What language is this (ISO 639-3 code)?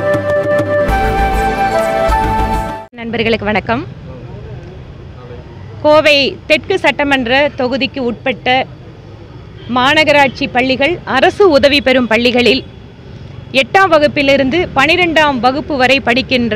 tam